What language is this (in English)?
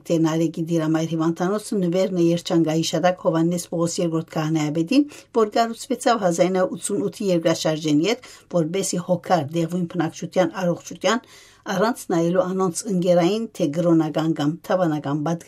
Western Armenian